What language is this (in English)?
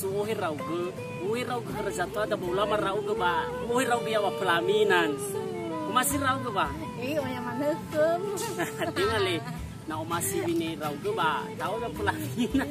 Nias